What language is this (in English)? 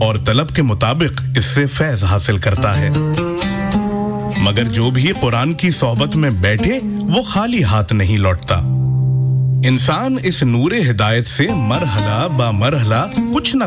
Urdu